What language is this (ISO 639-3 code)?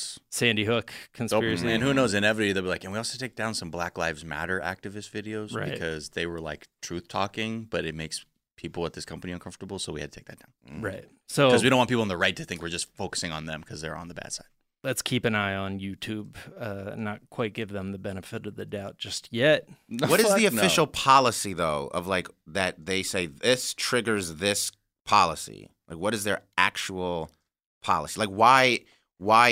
eng